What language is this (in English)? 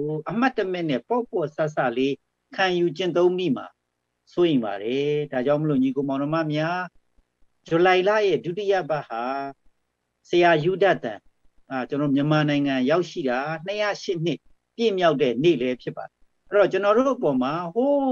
Burmese